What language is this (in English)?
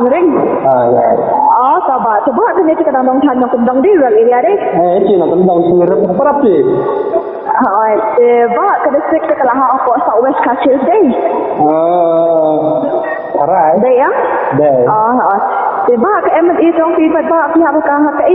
Khasi